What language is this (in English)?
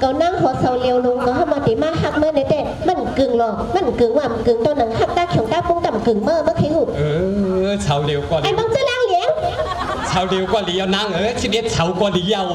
Shan